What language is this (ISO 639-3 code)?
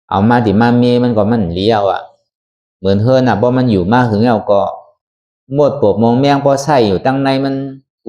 shn